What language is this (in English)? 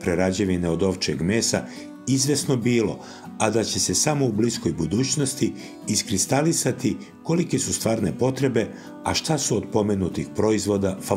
Serbian